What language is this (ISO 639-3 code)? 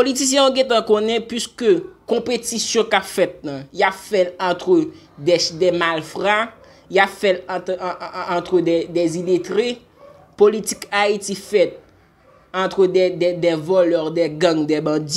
hat